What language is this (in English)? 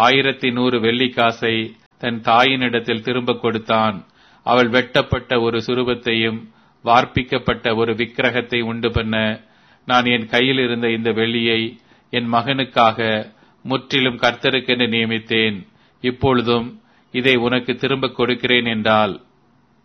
Tamil